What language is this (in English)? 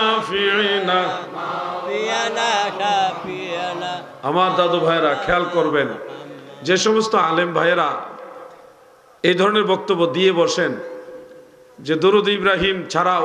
Bangla